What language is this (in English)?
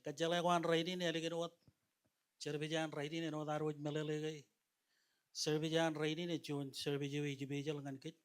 Marshallese